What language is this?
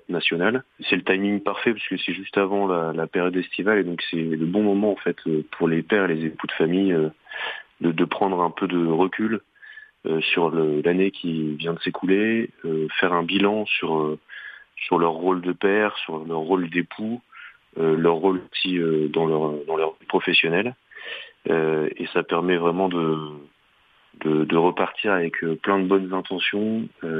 French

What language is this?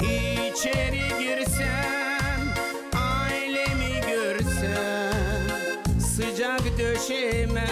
Gagauz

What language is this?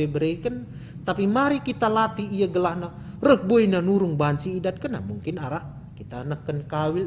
Batak Karo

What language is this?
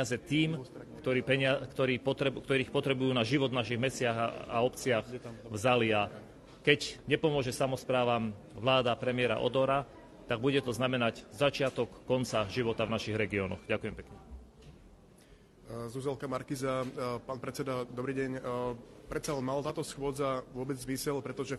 Slovak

